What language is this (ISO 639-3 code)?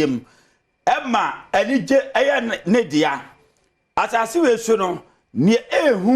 aka